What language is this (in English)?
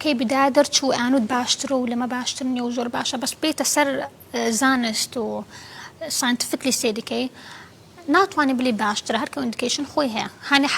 Central Kurdish